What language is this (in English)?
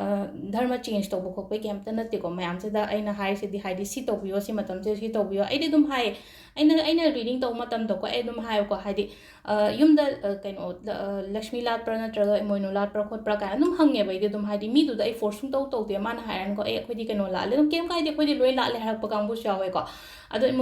Manipuri